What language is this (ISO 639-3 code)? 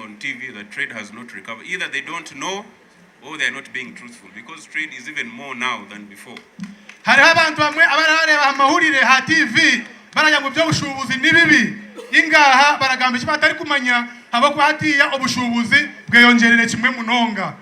nyn